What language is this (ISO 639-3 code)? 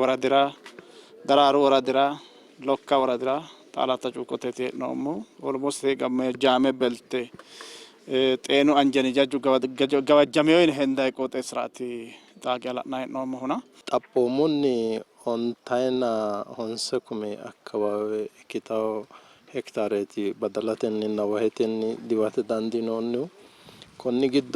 sid